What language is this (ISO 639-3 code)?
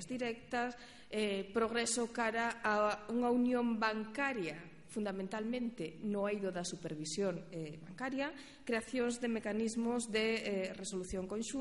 glg